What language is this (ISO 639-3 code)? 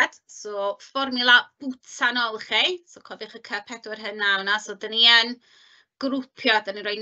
cym